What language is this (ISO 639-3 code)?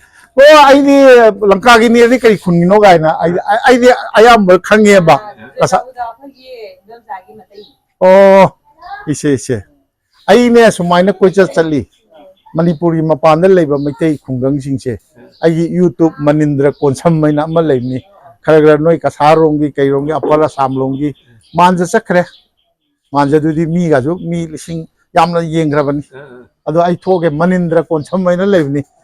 mni